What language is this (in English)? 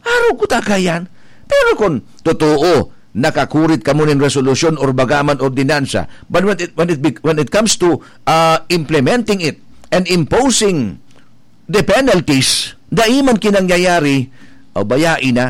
Bikol